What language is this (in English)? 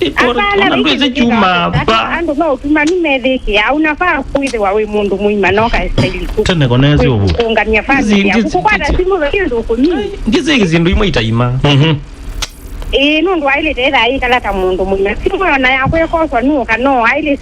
Kamba